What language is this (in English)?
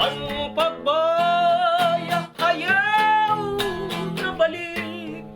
Waray